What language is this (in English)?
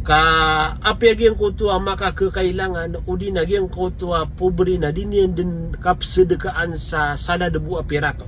Maranao